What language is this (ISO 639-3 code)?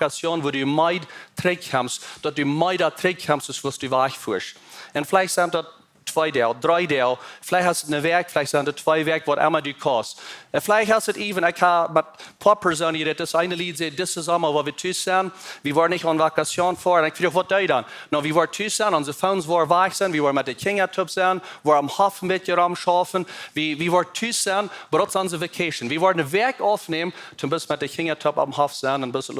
pdt